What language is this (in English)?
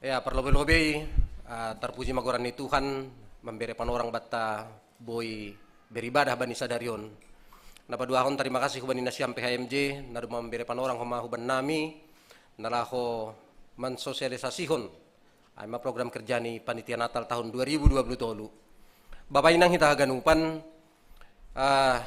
Batak Simalungun